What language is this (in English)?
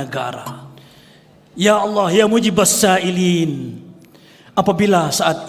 Banjar